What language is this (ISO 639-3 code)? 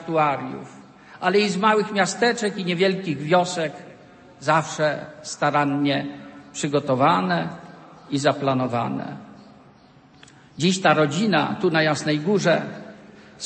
pol